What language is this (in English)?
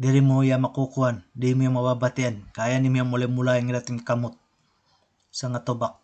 Waray